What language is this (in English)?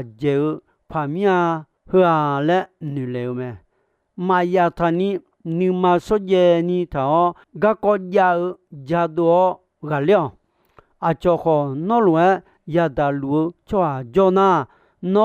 Akha